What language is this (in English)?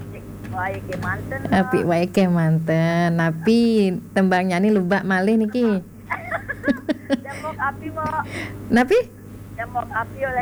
Balinese